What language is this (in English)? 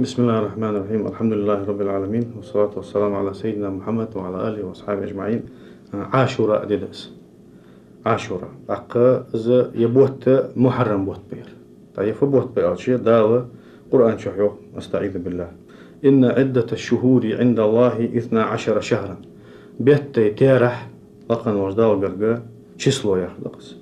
Ingush